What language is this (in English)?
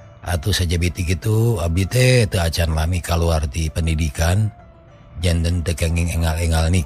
Sundanese